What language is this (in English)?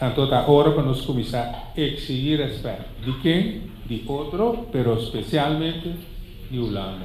Papiamento